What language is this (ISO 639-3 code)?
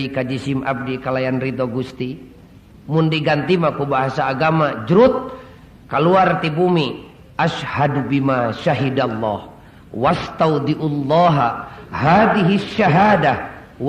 sun